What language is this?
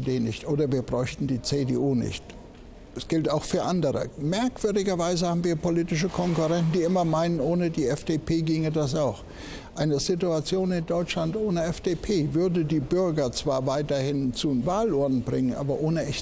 German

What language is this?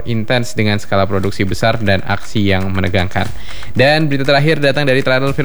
Indonesian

